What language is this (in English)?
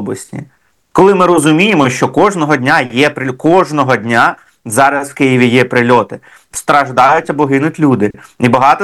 Ukrainian